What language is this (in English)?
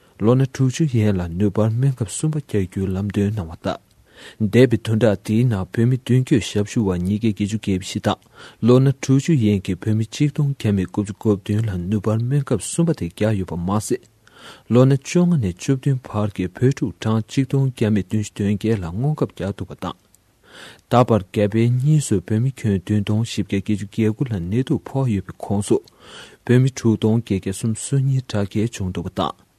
Tibetan